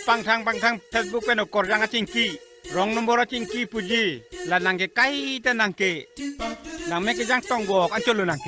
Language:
Karbi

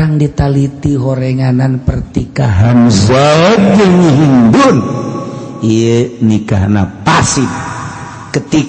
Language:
Sundanese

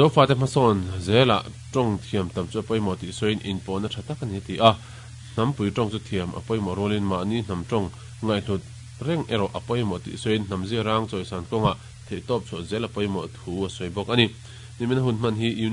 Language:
Mizo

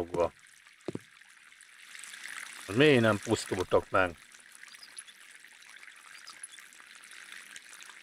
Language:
Hungarian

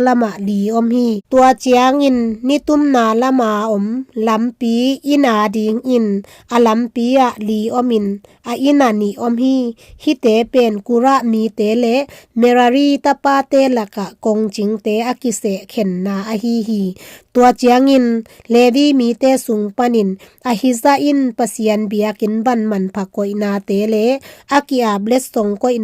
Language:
Tedim Chin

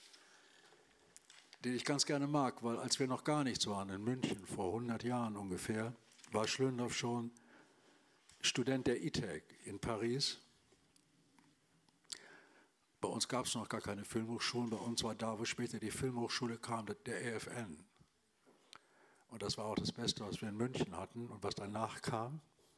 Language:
German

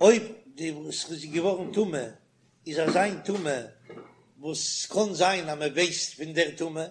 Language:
Yiddish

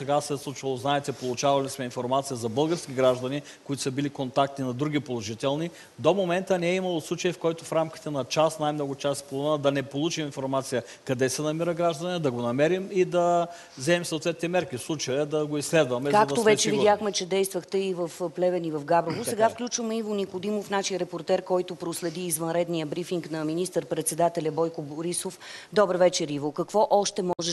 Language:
Bulgarian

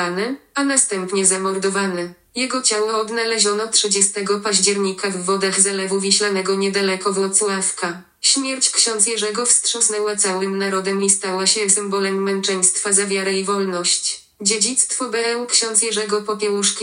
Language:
Polish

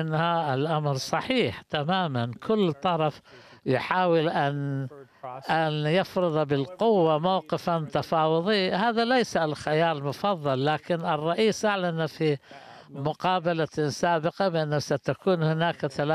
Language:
Arabic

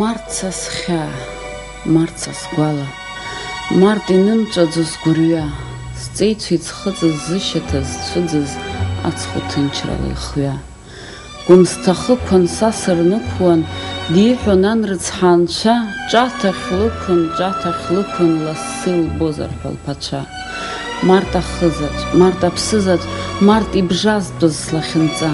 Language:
Abkhazian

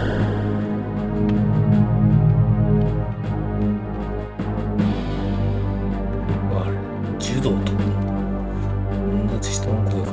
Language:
Japanese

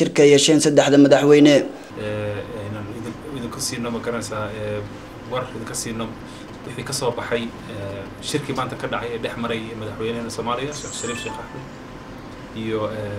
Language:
Somali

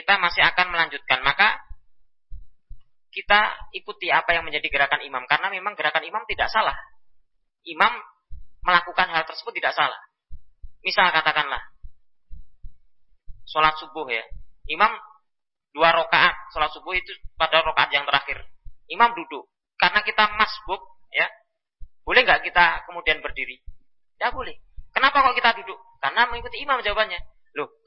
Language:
Indonesian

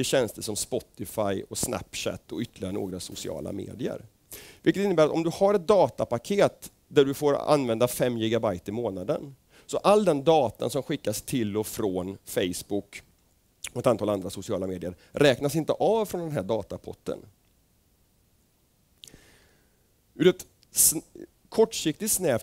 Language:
Swedish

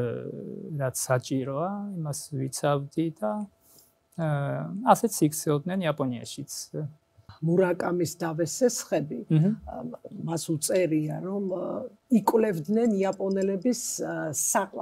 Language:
Georgian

